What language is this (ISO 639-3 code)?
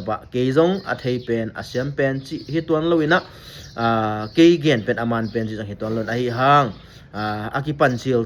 ctd